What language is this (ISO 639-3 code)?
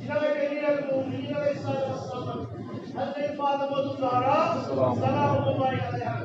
kas